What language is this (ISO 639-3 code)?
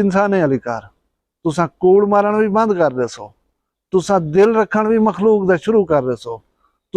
skr